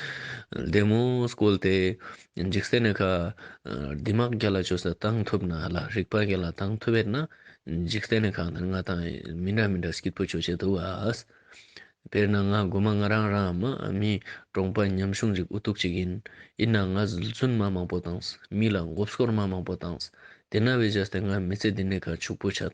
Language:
Ladakhi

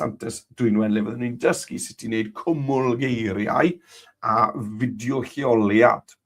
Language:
Welsh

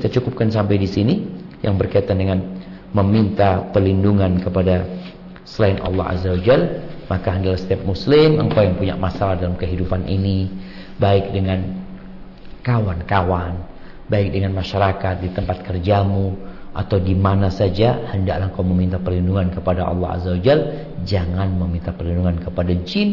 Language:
Indonesian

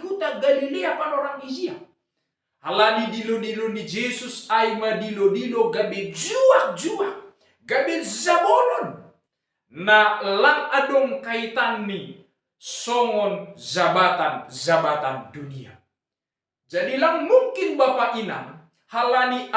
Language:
Batak Simalungun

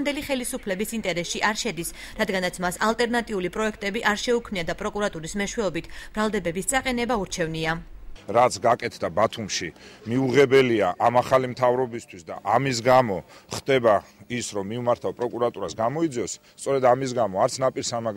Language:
Georgian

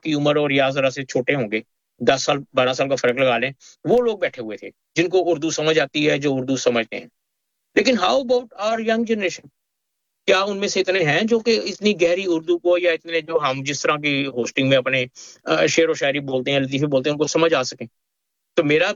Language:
Urdu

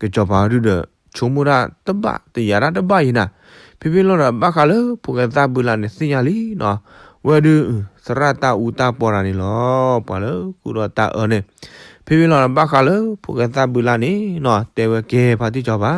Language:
S'gaw Karen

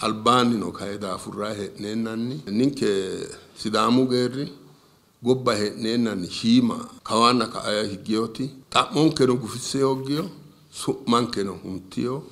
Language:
Sidamo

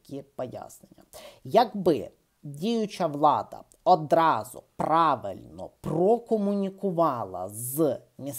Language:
Ukrainian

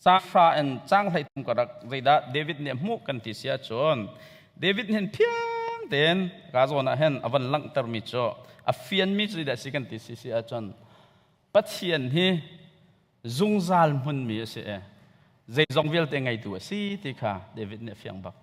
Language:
Hakha Chin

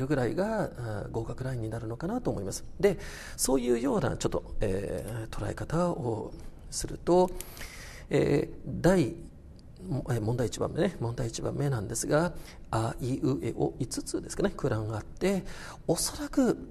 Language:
Japanese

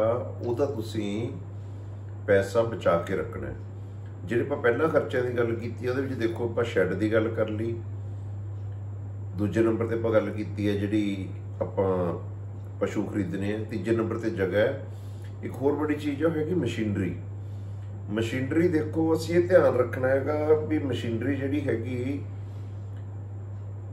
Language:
Punjabi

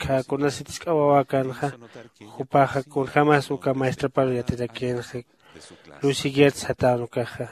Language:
Aymara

